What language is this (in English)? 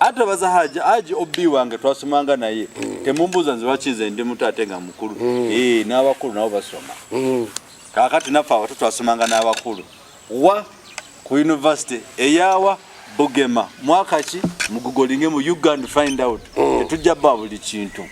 Ganda